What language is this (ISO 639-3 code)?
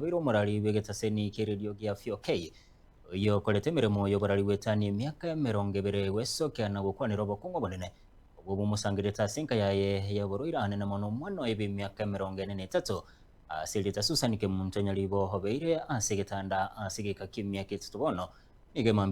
guz